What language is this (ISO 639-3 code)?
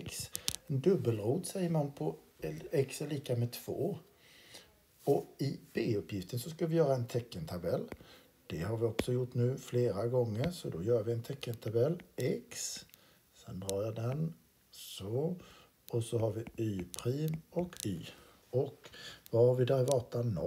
swe